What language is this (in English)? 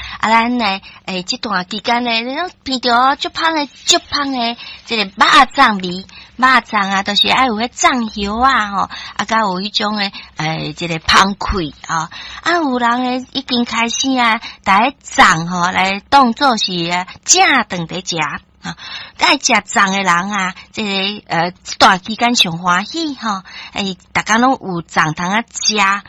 Min Nan Chinese